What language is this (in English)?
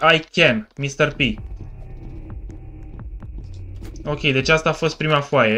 Romanian